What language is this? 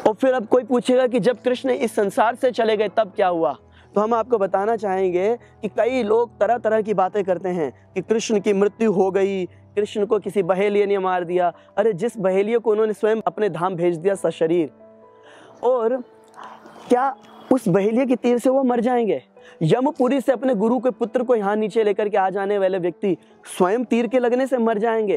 Hindi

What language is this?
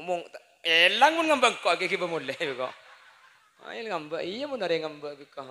Madurese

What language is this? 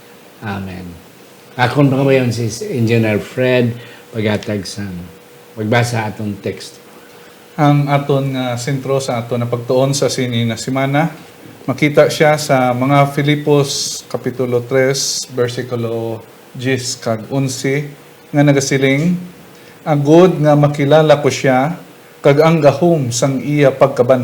Hiligaynon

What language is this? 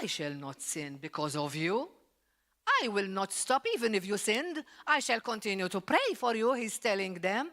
English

